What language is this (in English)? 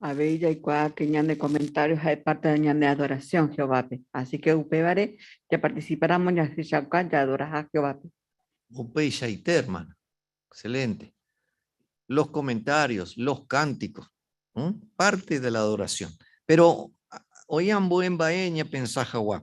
Guarani